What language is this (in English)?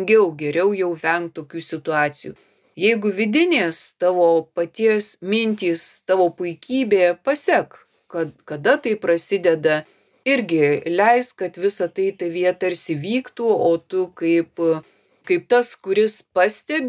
Lithuanian